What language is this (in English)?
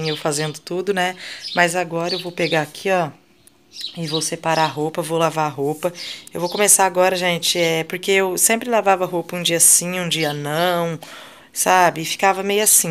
Portuguese